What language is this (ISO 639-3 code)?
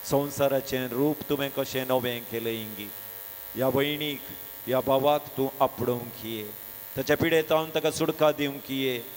kok